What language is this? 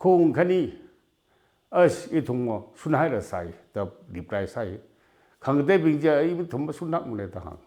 Tangkhul Naga (India)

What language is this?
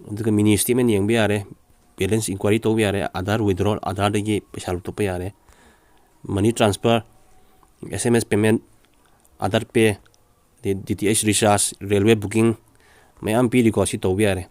Manipuri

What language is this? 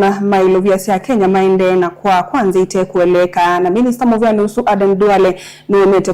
Kamba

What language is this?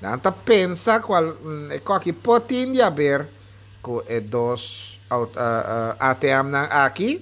Papiamento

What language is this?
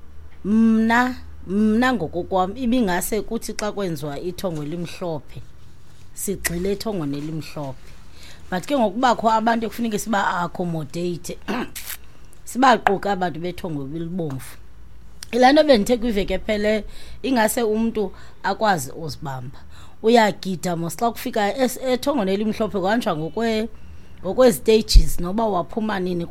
Xhosa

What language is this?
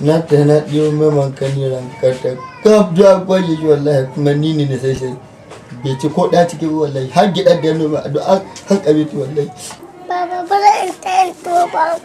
Hausa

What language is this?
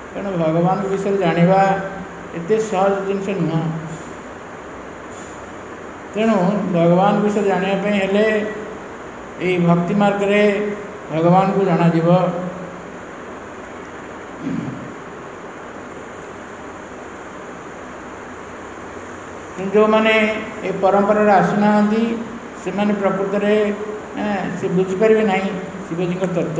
Odia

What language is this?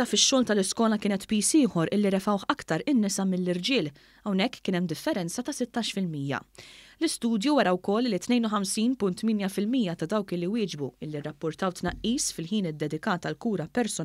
Maltese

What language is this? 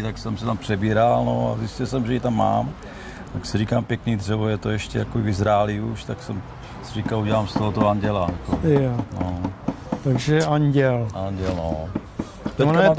Czech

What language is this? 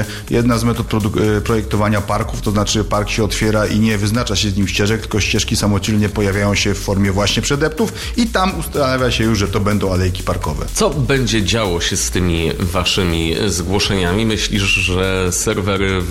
Polish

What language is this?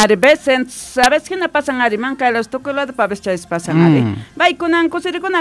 South Bolivian Quechua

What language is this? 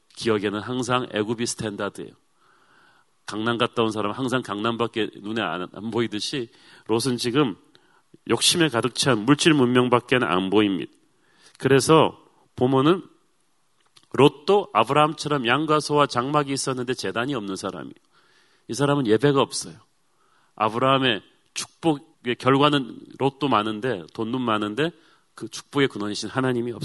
Korean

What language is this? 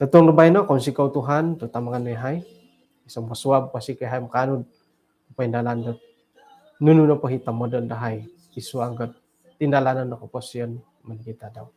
Central Dusun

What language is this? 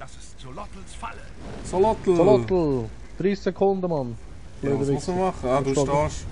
Swiss German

